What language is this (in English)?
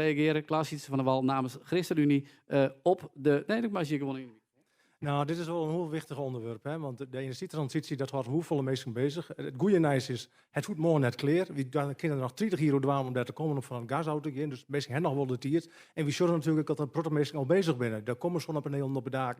Western Frisian